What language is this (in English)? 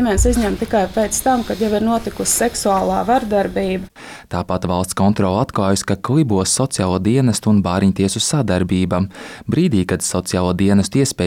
Latvian